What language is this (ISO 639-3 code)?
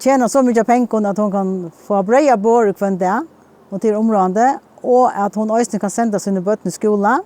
fao